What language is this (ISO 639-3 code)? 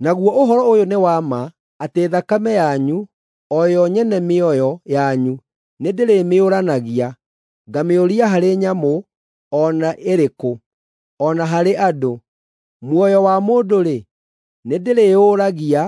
kik